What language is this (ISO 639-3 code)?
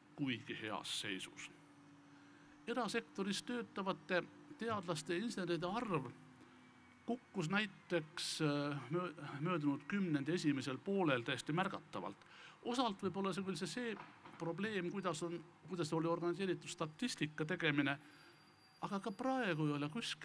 est